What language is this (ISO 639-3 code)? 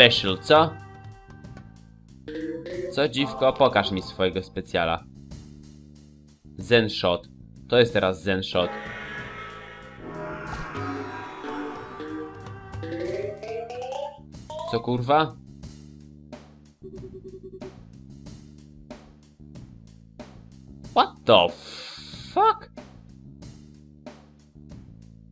pol